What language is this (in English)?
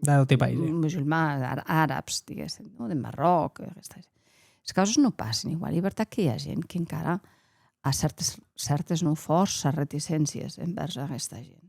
Occitan